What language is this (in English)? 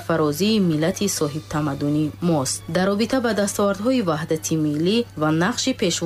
Tajik